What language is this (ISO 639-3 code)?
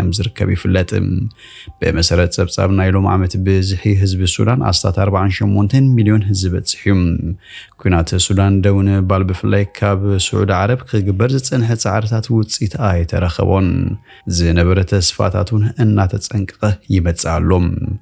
tir